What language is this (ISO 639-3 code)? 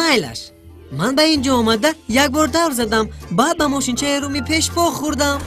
tgk